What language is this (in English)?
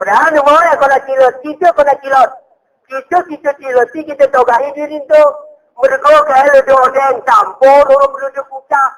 Gayo